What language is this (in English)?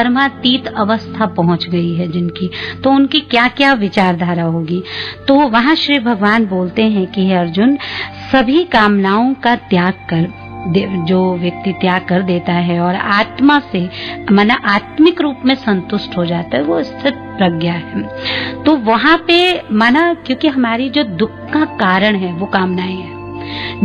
Hindi